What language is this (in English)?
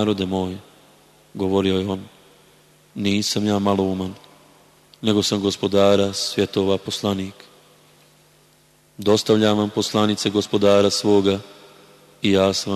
Bosnian